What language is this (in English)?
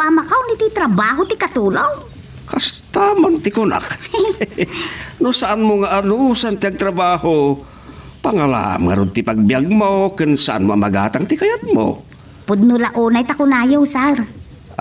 Iloko